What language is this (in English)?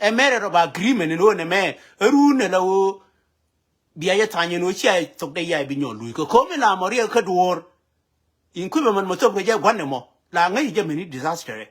Nuer